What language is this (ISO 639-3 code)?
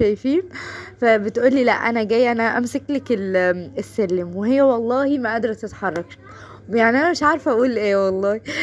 arz